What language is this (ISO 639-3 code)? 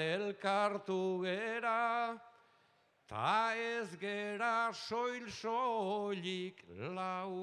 eus